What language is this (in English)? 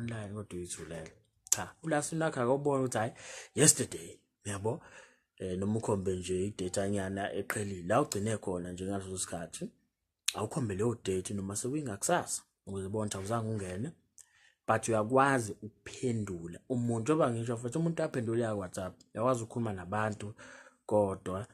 Zulu